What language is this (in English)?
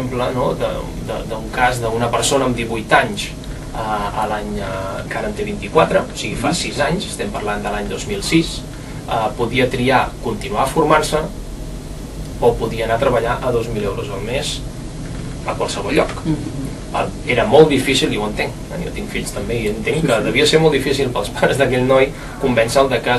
Catalan